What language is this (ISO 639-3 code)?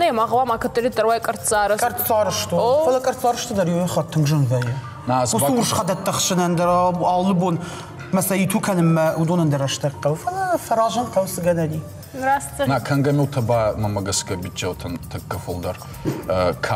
oss